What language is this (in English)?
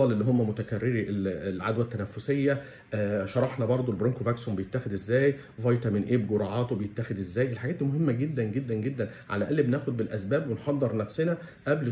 Egyptian Arabic